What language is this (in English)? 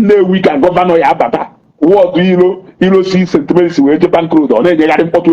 Igbo